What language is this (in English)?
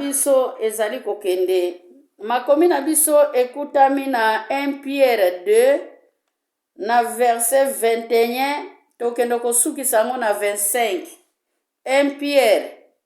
Lingala